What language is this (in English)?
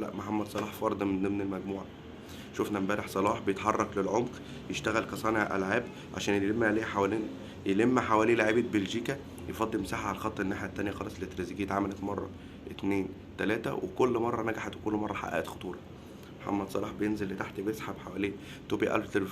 Egyptian Arabic